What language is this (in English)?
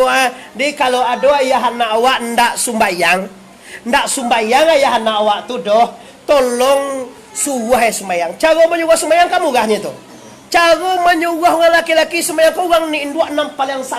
Minangkabau